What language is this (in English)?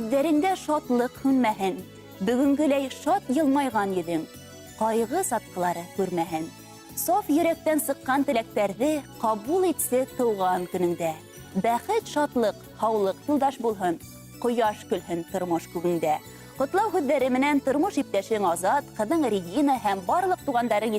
Bashkir